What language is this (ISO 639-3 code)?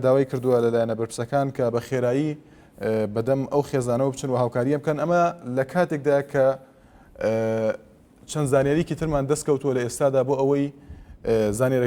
ckb